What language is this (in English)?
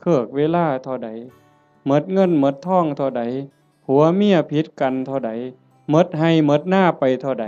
Northeastern Thai